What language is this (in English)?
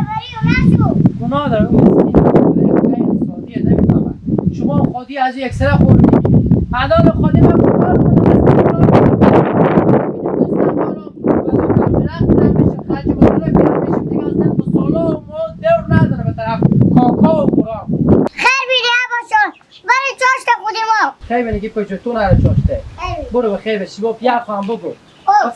Hazaragi